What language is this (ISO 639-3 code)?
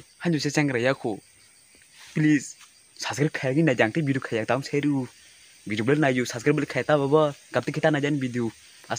trp